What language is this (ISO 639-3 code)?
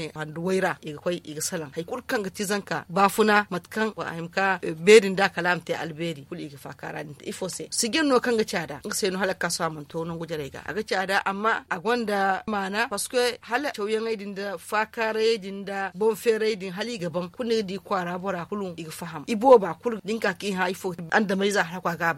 dje